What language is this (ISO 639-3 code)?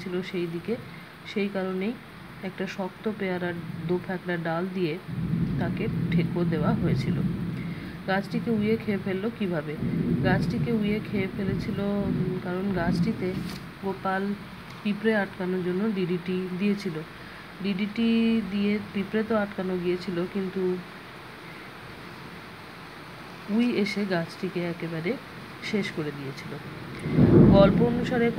ben